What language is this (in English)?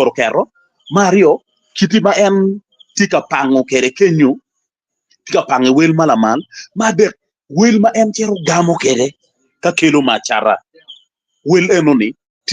Acoli